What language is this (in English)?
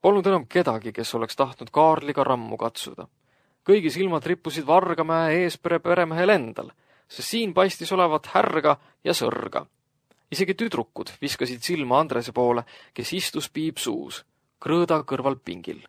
Estonian